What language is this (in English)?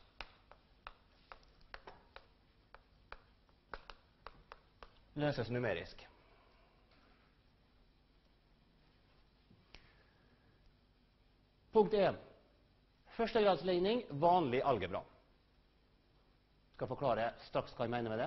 Norwegian